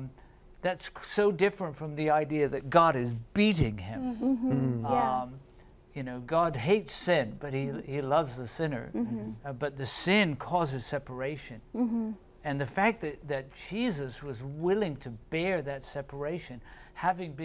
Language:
English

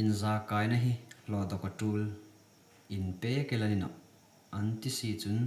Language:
Hmar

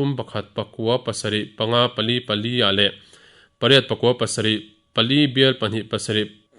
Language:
Mizo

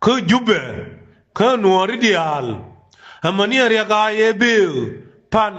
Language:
Nuer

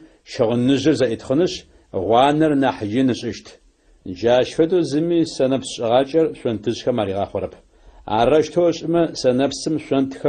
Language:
Adyghe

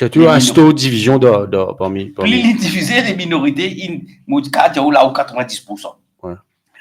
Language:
Morisyen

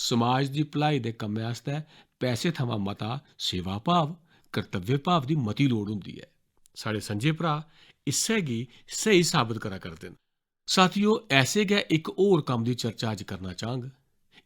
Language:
Dogri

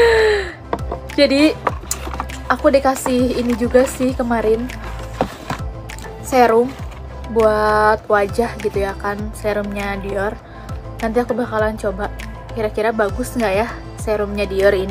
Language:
Indonesian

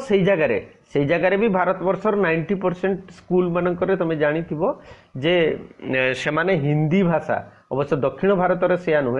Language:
Odia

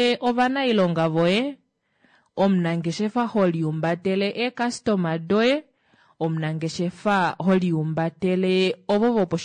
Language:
Kuanyama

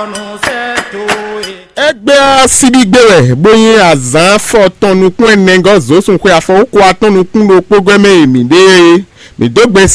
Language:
Fon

